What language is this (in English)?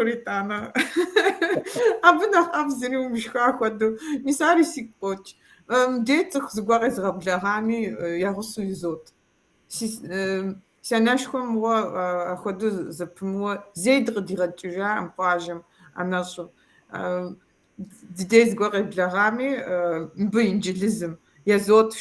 Kabardian